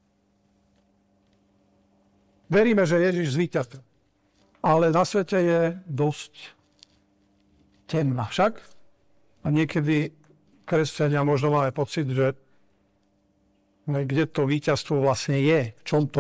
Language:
Slovak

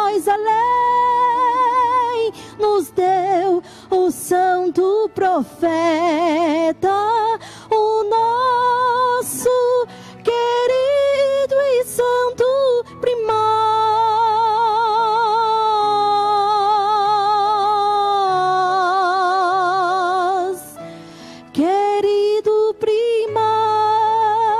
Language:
Portuguese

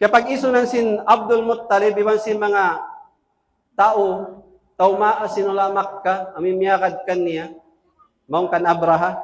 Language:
Tausug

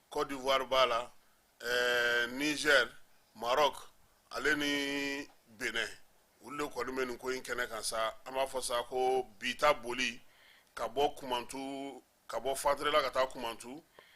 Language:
Bambara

